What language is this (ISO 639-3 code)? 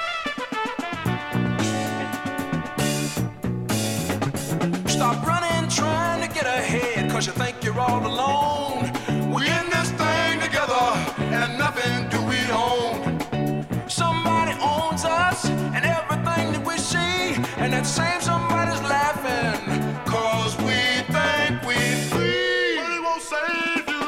eng